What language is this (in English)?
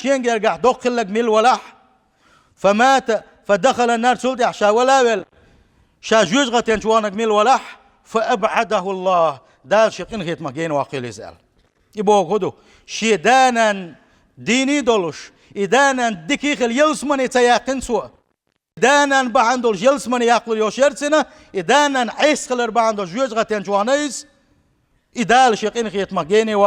Chechen